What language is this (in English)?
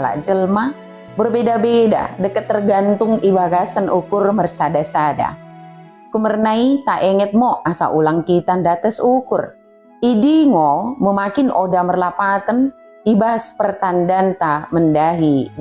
Batak Dairi